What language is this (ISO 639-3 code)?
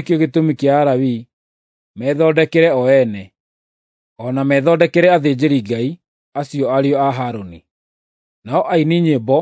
kik